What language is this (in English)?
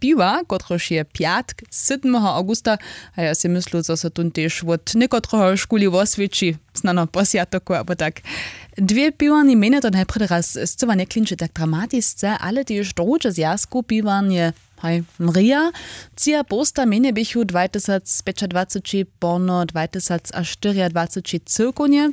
Upper Sorbian